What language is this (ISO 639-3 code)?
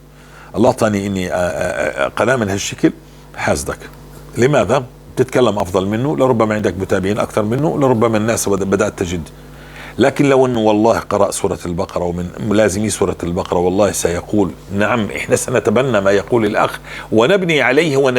apc